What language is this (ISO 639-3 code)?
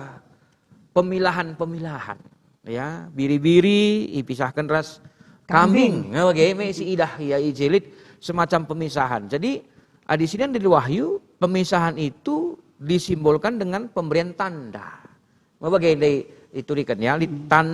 btx